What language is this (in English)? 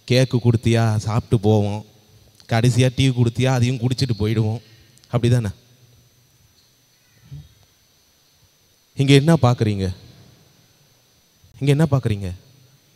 Tamil